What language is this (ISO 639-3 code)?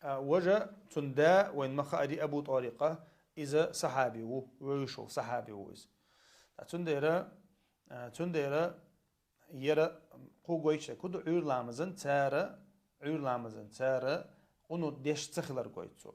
che